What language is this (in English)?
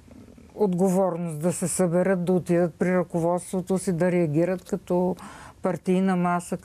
Bulgarian